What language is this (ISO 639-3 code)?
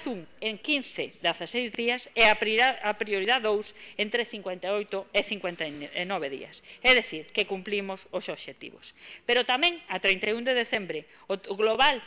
glg